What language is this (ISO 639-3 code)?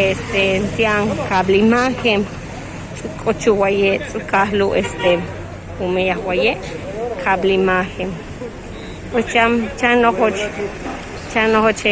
yua